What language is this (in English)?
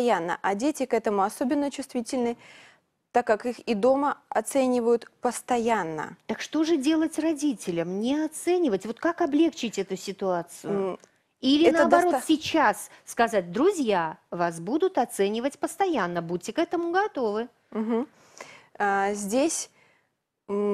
Russian